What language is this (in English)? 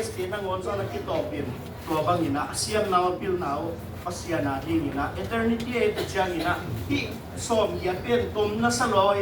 Tedim Chin